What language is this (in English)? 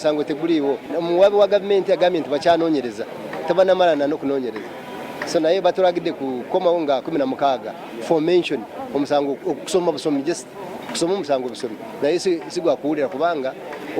Ganda